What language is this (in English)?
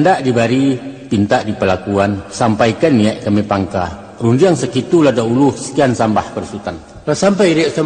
Minangkabau